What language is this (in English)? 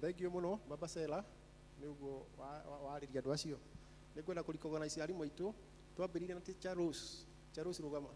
Kikuyu